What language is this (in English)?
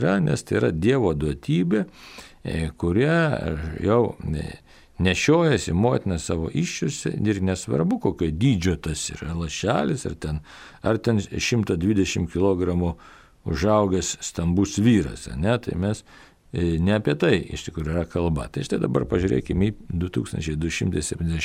Lithuanian